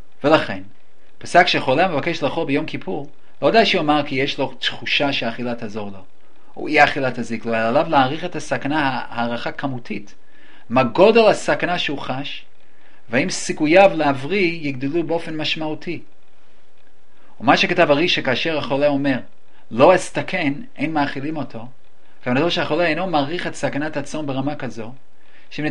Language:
Hebrew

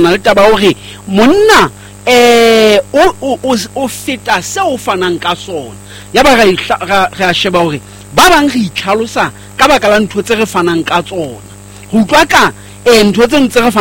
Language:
Southern Sotho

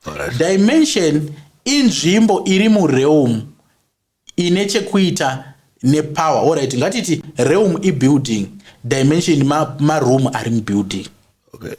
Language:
Shona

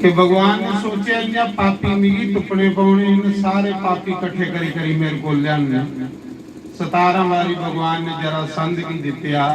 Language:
Dogri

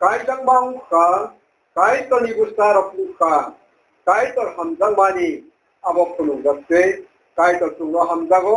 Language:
Kok Borok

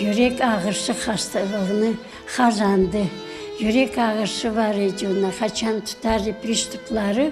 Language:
Crimean Tatar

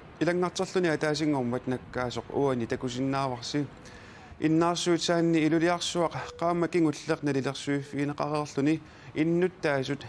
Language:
Kalaallisut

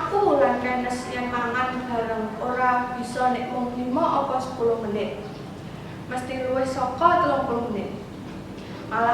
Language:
Javanese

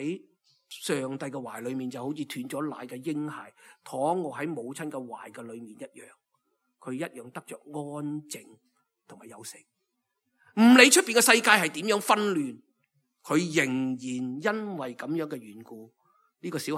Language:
Cantonese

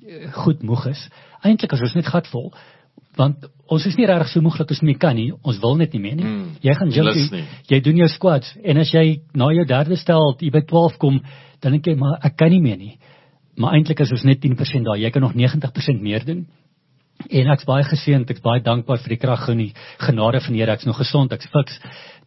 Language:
Afrikaans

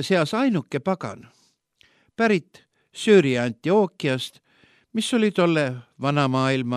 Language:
Estonian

